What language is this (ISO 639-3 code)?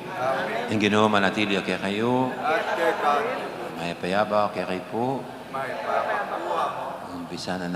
pam